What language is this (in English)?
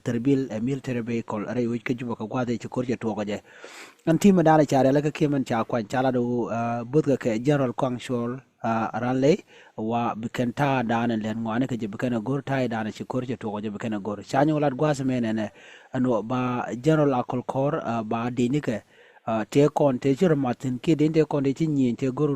Nuer